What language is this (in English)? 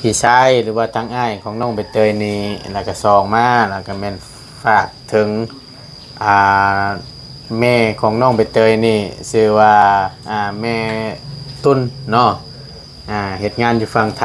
Lao